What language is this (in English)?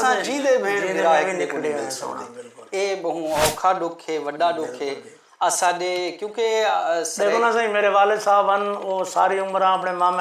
Saraiki